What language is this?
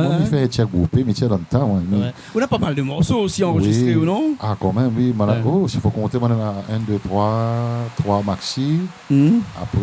Réunion Creole French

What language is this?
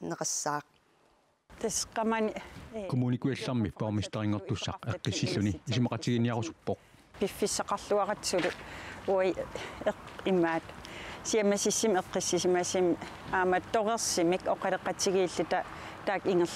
Kalaallisut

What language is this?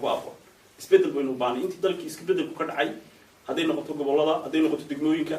Somali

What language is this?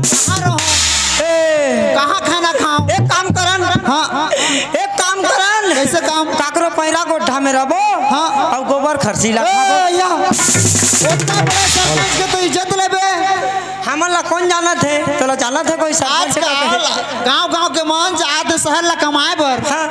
Chhattisgarhi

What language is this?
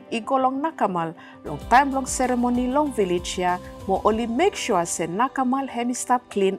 Bislama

